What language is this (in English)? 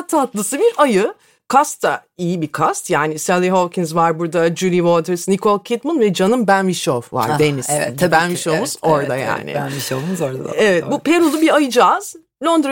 Turkish